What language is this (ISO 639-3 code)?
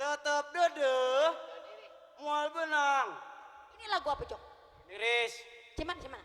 bew